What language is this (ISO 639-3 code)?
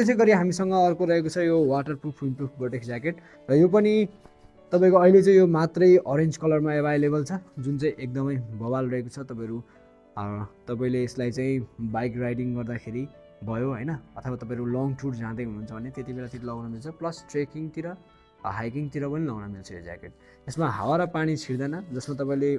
nep